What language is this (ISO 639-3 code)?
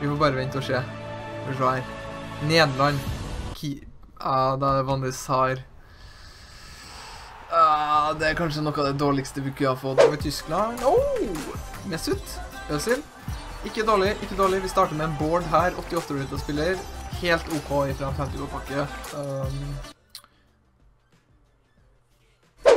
nor